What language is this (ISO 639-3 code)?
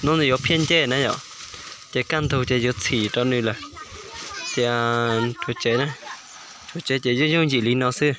hmn